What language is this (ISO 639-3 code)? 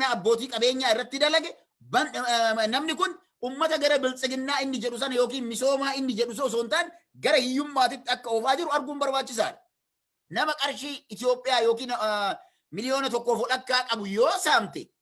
orm